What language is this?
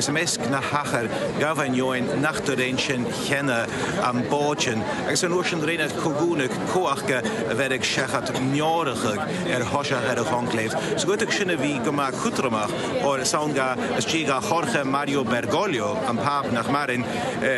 Scottish Gaelic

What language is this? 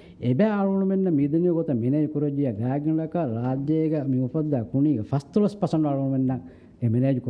Divehi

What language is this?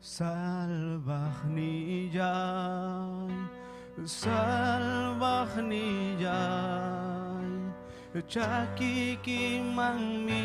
Ayacucho Quechua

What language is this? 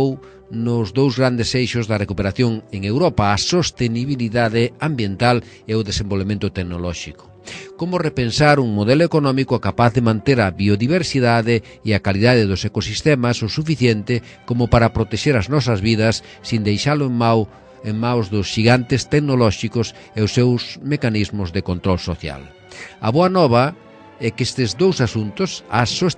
Galician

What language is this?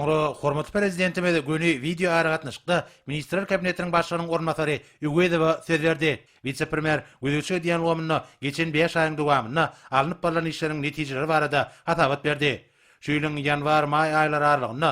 Turkmen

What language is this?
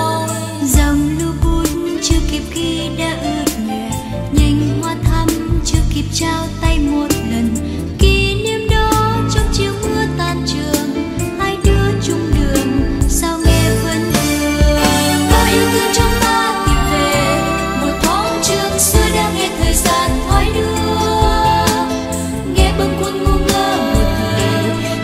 Vietnamese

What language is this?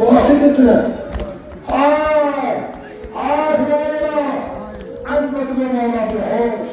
Kashmiri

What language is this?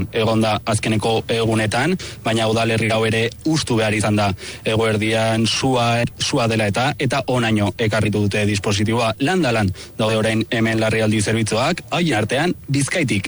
Basque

